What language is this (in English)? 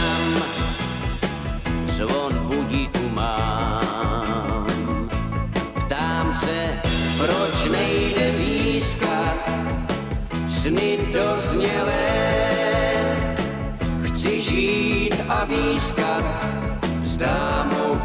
Czech